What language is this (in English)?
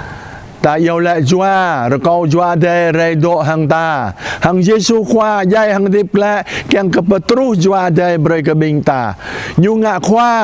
Jarai